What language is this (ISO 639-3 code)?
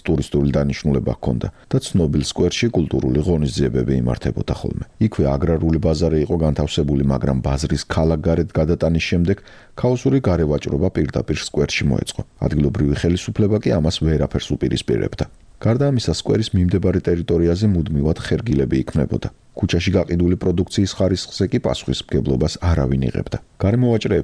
kat